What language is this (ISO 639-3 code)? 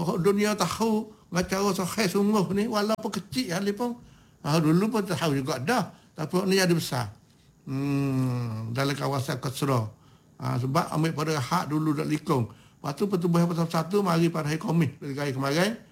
msa